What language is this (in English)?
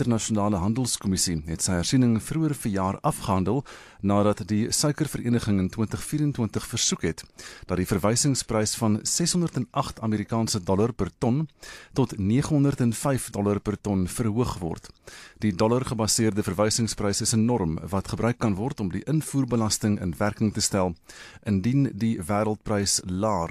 Afrikaans